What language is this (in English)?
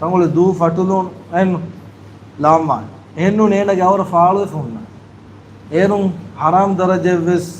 Divehi